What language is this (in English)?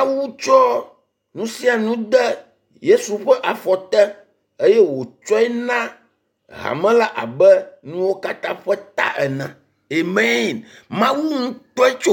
Ewe